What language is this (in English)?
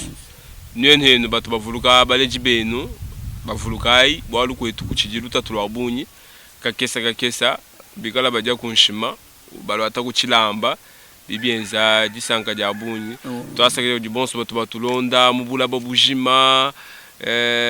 Luba-Lulua